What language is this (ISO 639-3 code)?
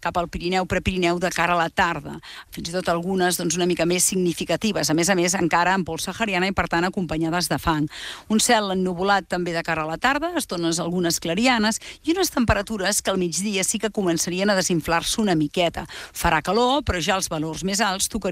cat